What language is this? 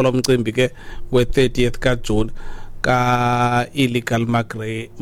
Xhosa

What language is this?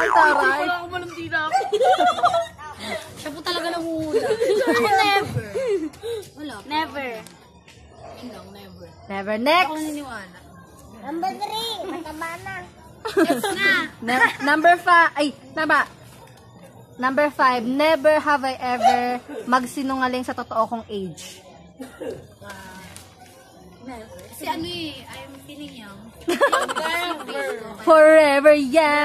Filipino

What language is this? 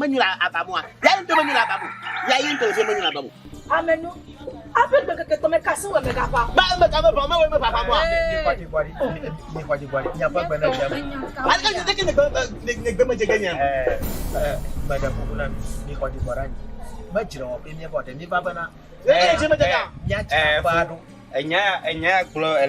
Ewe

